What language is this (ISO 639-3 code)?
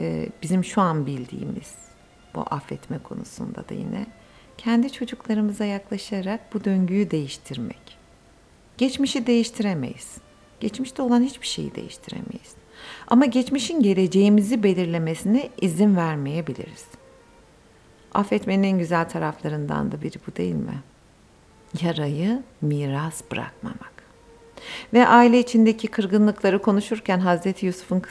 tur